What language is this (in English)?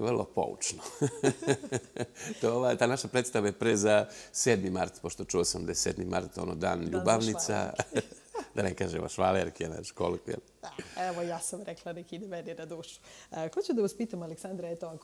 Serbian